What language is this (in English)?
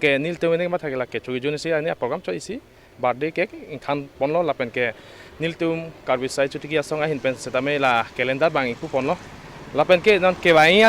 Karbi